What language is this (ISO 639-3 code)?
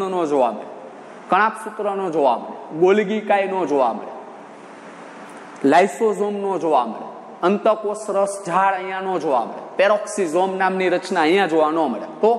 guj